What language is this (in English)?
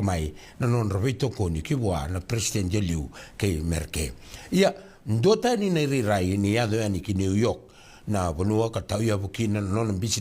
Fijian